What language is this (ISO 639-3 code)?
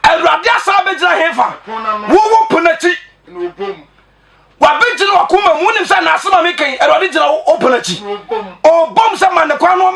aka